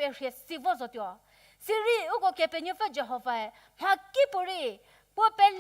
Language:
Angami Naga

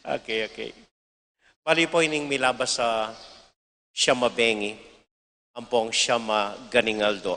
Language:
Pampanga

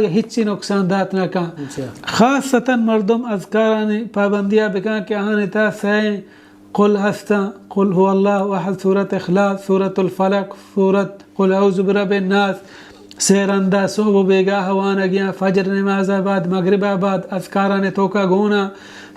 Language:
Baluchi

